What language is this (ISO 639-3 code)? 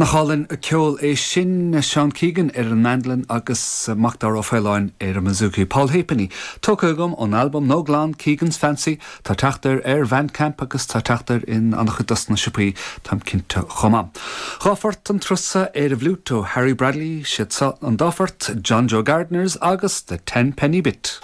gle